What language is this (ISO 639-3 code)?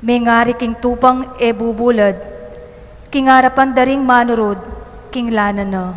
pam